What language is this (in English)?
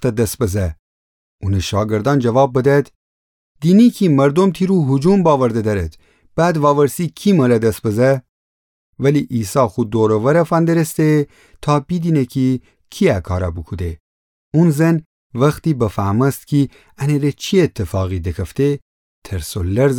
Gilaki